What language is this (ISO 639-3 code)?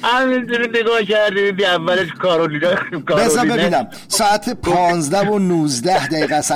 fas